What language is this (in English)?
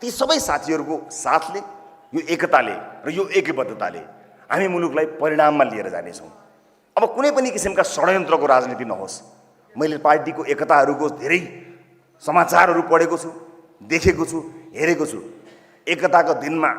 Nepali